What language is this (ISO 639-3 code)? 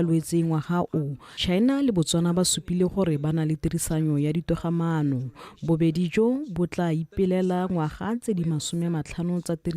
tsn